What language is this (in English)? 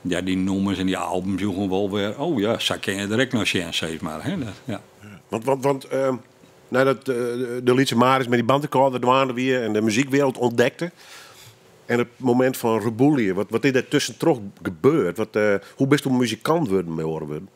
Western Frisian